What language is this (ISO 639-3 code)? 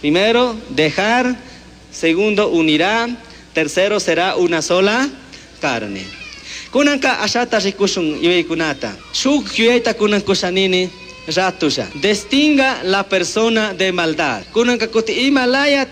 qug